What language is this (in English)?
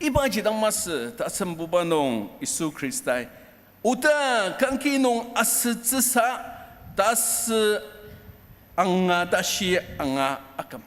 Ao Naga